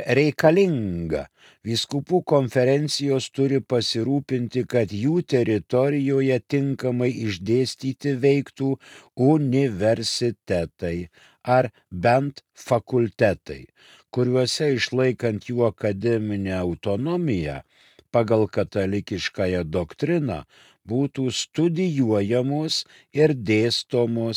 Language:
Lithuanian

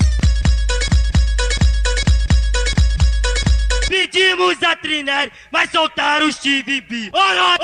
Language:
Portuguese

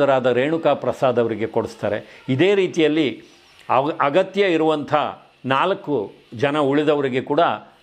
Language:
Kannada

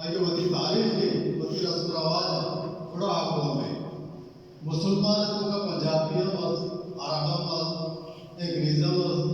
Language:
Baluchi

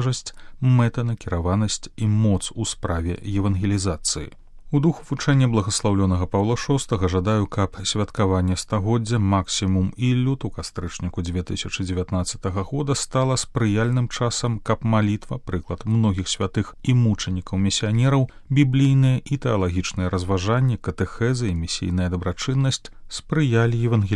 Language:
Belarusian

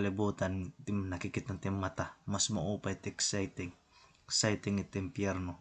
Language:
Waray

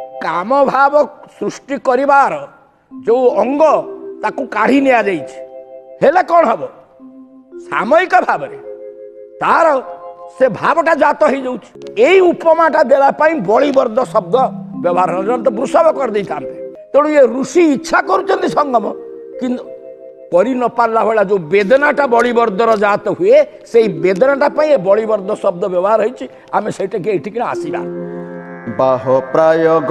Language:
Odia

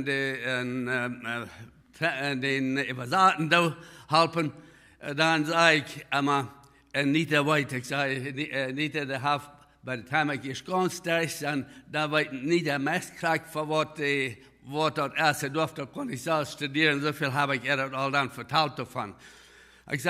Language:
Plautdietsch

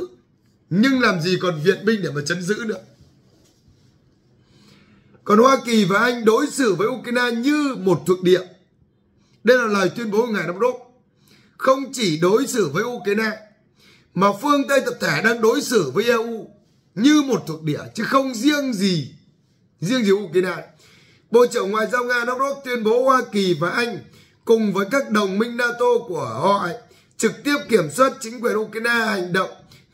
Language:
Vietnamese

